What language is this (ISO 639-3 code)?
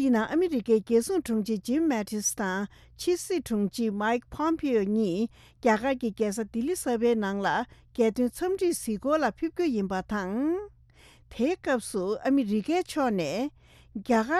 bod